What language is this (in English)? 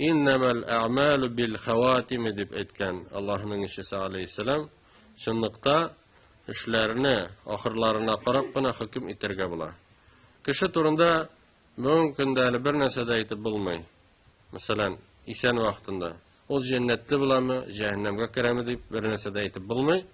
Tatar